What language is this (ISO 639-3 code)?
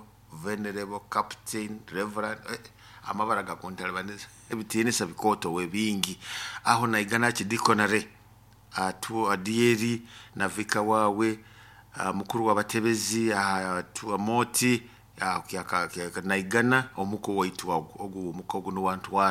nyo